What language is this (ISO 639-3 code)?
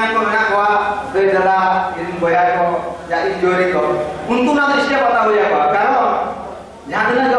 sat